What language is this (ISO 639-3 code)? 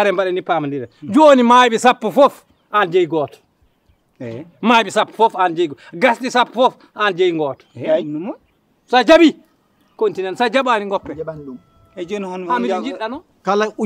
ful